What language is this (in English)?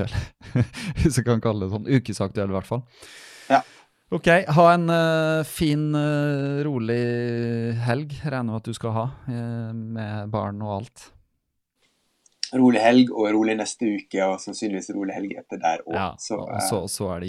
Norwegian